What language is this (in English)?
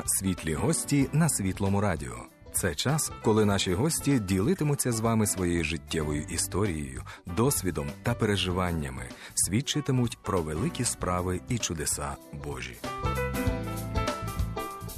Ukrainian